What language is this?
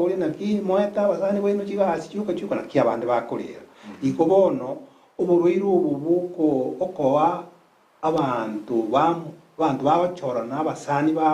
Gusii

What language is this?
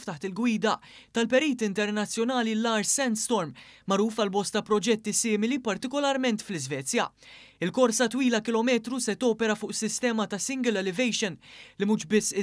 Maltese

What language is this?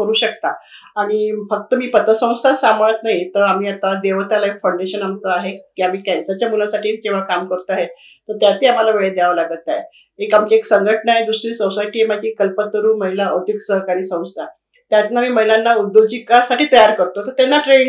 Marathi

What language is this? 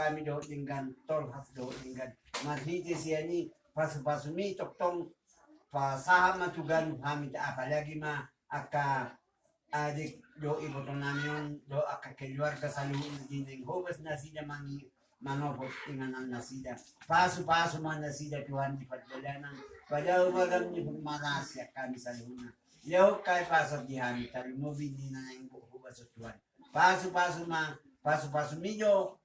Batak Toba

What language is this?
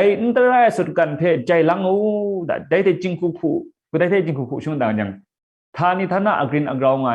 Kachin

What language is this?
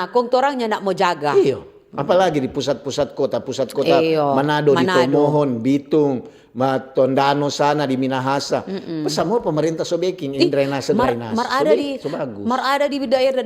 Manado Malay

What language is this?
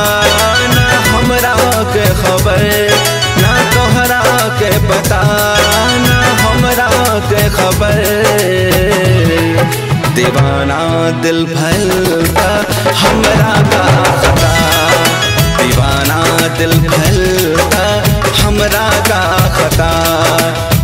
Bhojpuri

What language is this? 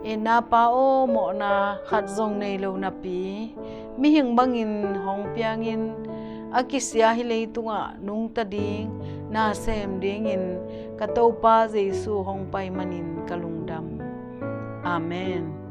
Tedim Chin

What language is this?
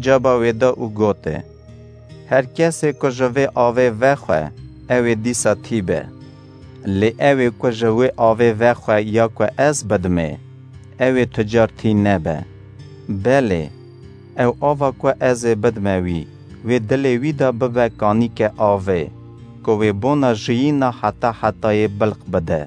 Kurdish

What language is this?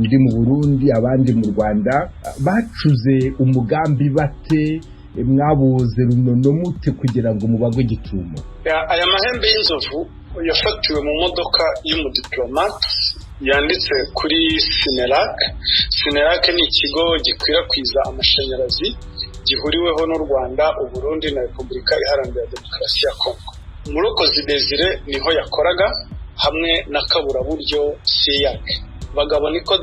Kinyarwanda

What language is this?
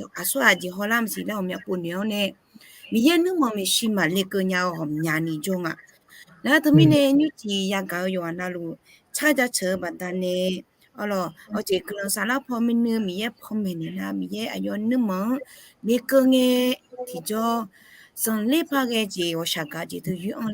Akha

